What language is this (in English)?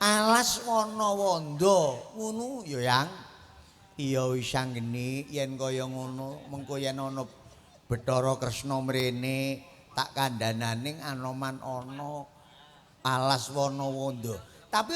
Javanese